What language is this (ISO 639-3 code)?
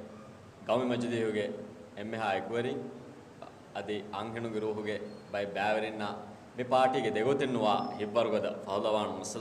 div